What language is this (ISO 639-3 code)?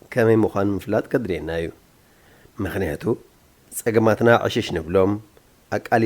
tir